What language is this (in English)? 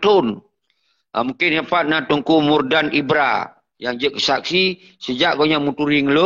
Achinese